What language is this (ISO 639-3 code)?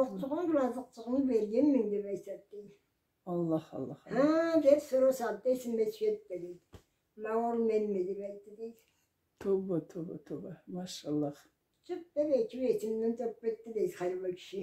krc